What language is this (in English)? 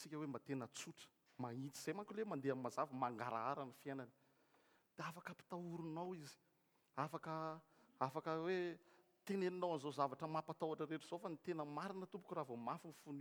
Malagasy